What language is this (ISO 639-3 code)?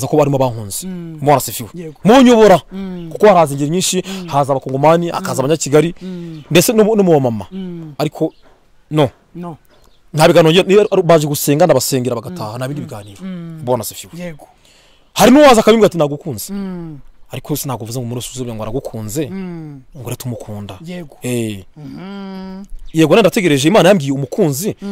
kin